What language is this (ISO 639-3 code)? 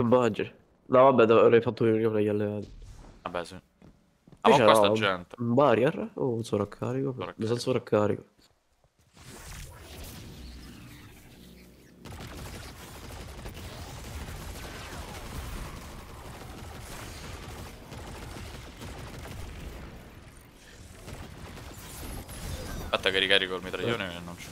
ita